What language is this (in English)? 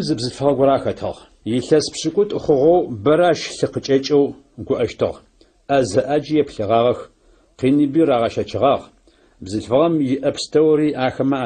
Adyghe